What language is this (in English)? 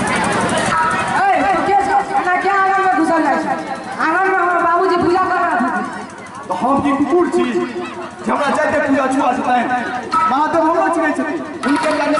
Maithili